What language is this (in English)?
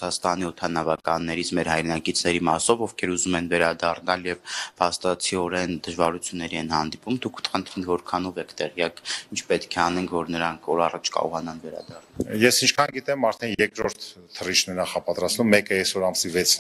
Armenian